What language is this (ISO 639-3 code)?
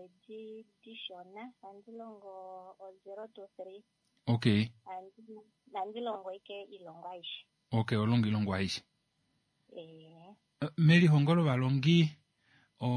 kua